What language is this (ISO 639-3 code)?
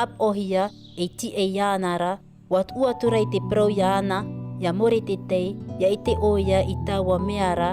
tah